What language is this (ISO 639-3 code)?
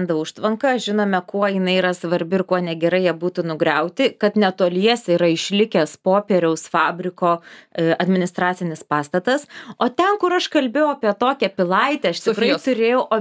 lit